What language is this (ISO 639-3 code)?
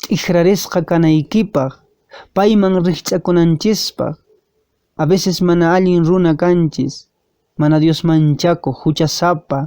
que